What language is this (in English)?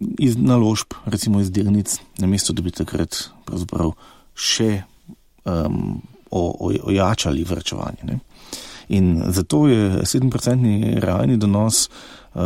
Slovenian